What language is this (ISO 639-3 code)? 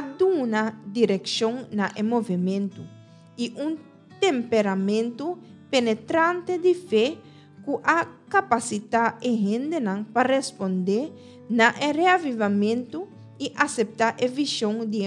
pap